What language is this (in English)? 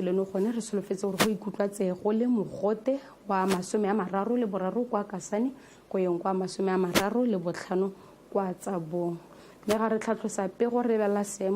Tswana